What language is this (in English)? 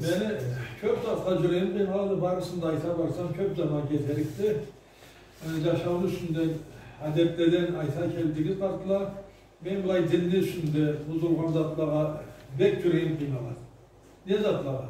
Karachay-Balkar